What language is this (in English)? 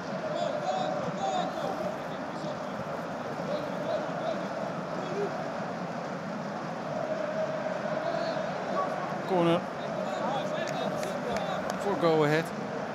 Dutch